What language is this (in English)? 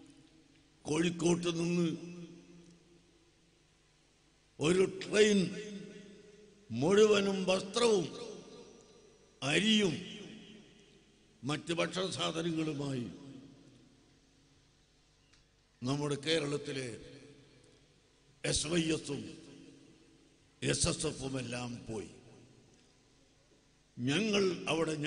Malayalam